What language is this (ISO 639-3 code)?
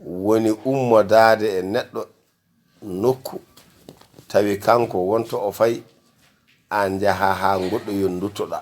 ful